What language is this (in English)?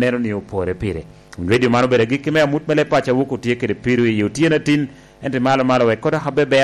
Lango (Uganda)